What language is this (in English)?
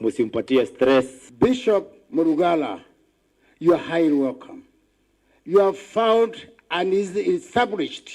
Meru